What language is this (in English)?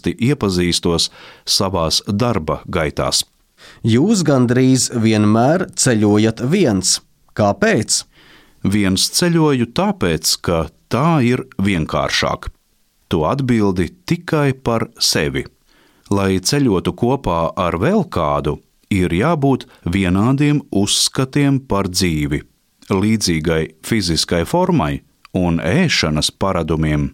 Latvian